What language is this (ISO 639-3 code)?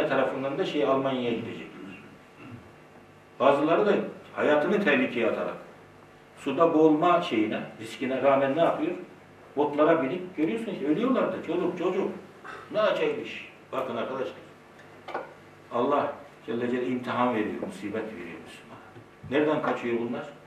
tur